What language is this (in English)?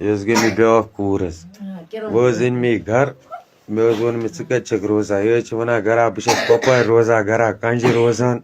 Kashmiri